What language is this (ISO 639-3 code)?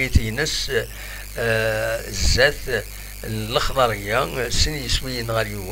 kab